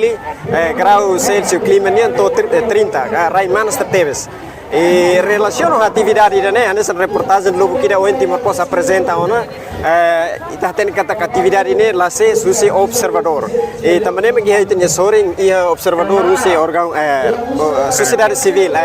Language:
Tetum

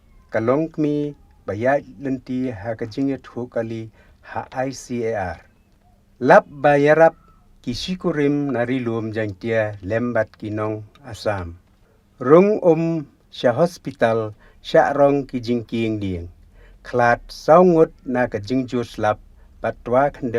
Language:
Khasi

